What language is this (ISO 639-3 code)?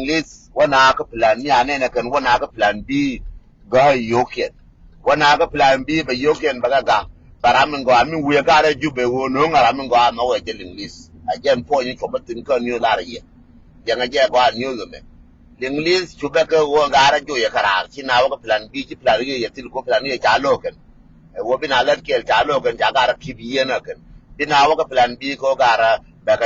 nus